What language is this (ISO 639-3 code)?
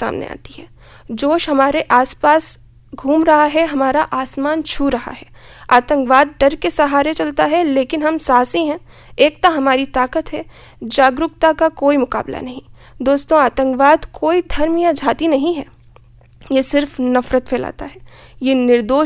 hin